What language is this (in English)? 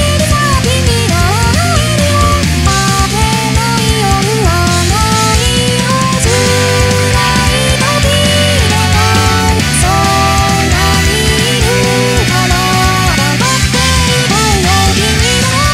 Japanese